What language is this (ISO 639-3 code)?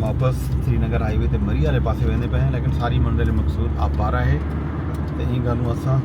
skr